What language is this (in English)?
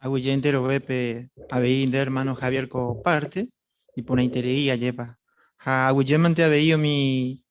Guarani